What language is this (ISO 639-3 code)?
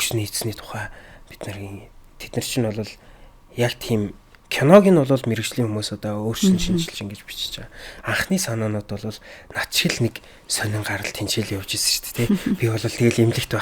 mon